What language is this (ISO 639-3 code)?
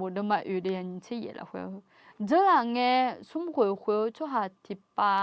ahk